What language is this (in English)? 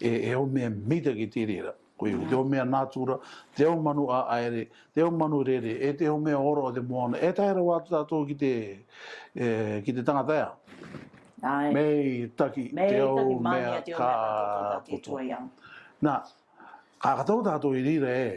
Rarotongan